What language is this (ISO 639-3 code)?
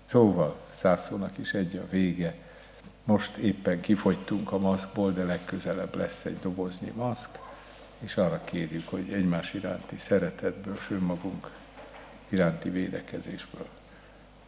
hun